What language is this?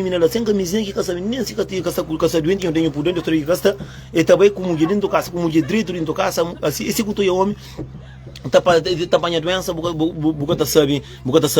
Kabuverdianu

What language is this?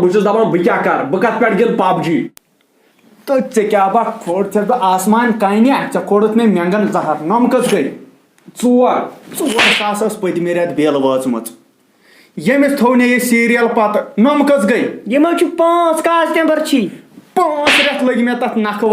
Kashmiri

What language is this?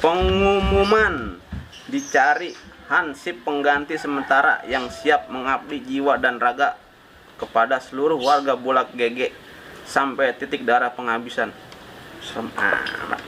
Betawi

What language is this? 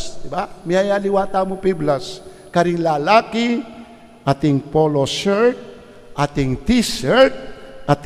Pampanga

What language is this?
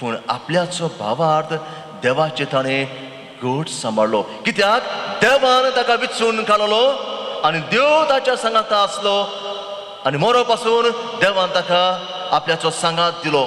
Konkani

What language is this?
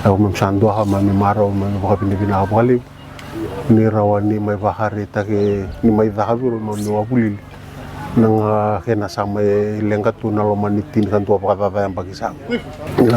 Fijian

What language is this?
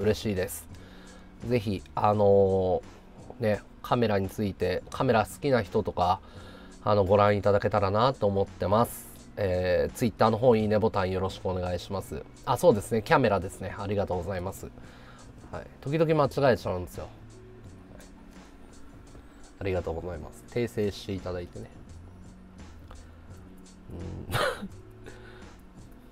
Japanese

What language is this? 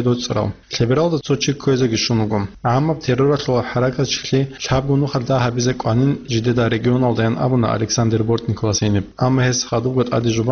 Avaric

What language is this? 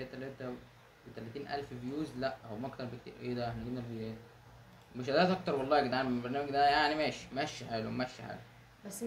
Egyptian Arabic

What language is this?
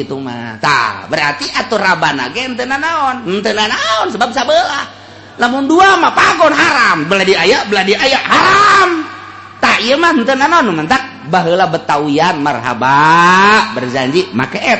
Sundanese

